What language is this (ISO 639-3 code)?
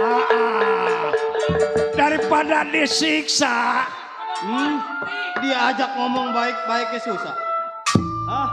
bew